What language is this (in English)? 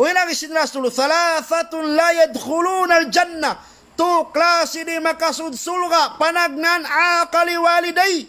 Tausug